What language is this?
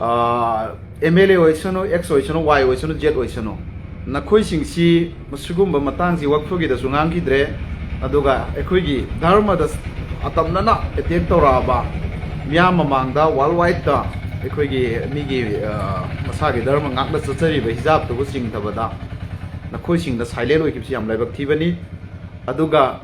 Manipuri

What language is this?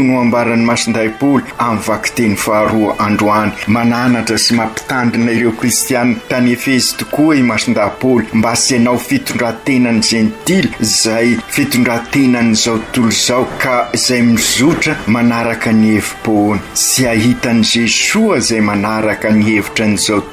Malagasy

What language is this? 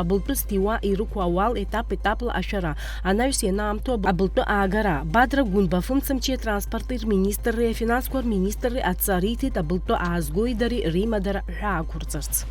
Abkhazian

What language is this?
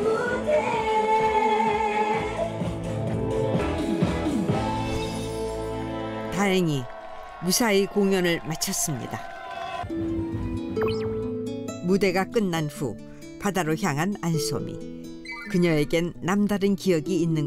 Korean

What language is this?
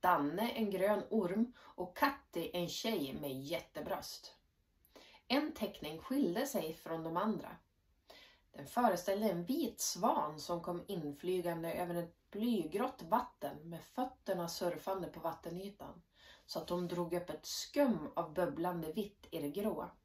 Swedish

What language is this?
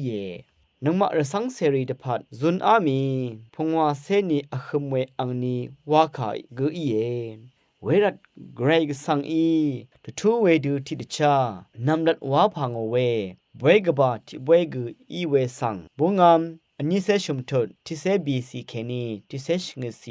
Rawang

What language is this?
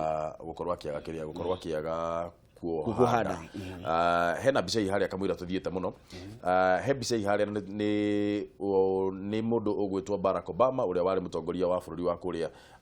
Kikuyu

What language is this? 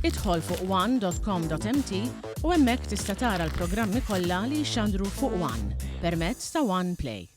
Maltese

